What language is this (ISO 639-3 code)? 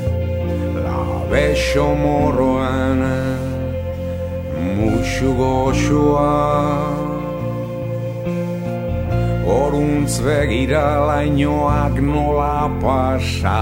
eus